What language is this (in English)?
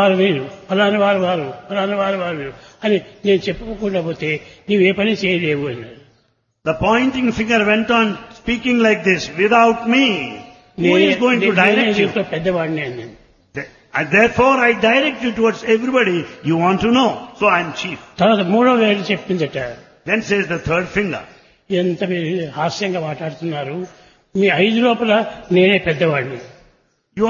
Telugu